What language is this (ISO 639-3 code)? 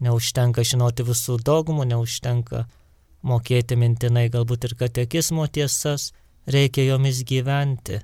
lit